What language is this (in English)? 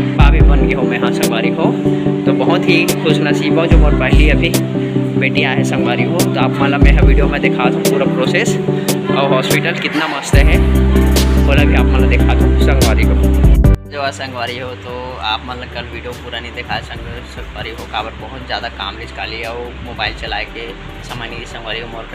Chhattisgarhi